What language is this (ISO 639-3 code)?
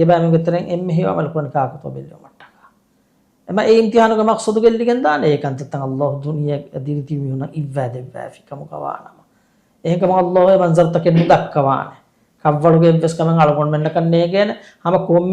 div